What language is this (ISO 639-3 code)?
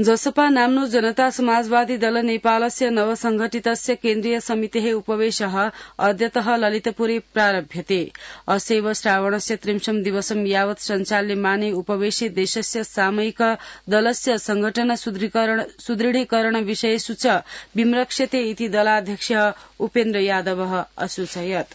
san